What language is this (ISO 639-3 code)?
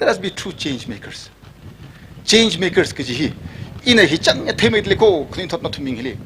nmf